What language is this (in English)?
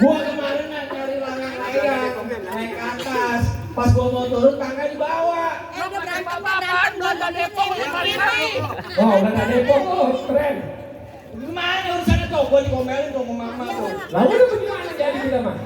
Betawi